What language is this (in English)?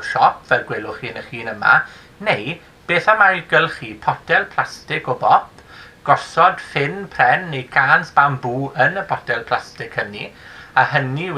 Welsh